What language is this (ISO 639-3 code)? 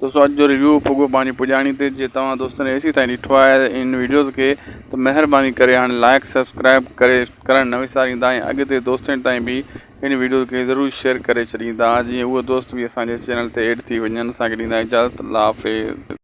snd